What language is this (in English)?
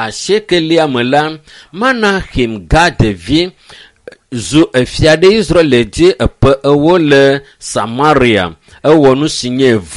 Ewe